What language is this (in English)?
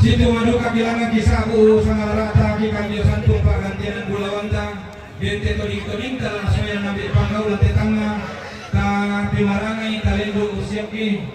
Toraja-Sa'dan